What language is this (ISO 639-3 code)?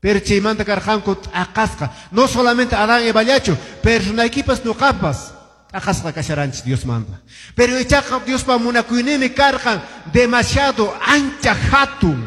que